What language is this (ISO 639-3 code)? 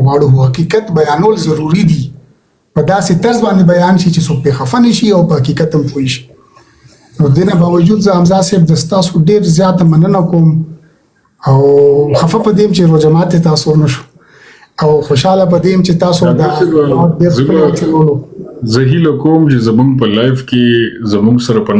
pus